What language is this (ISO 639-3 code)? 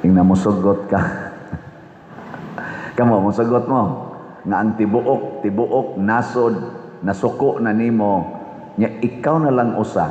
ceb